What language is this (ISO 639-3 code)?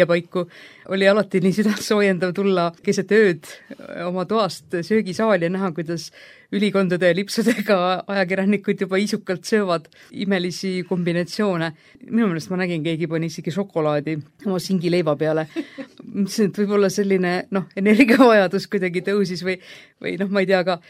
est